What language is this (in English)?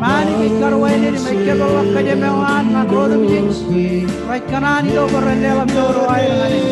Marshallese